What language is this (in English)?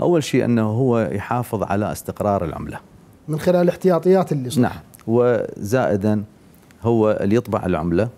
Mesopotamian Arabic